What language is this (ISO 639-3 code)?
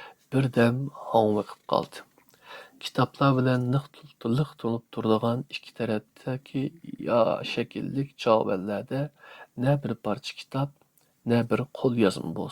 uig